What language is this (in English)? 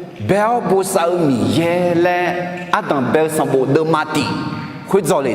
Akha